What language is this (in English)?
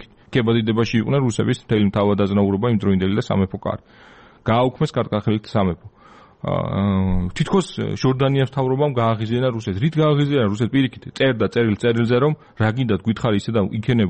Georgian